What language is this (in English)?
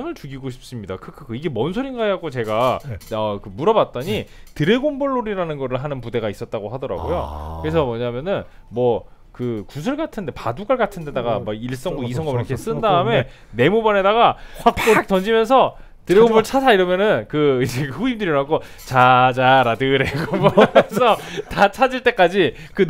Korean